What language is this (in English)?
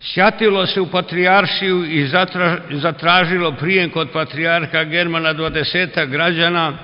Serbian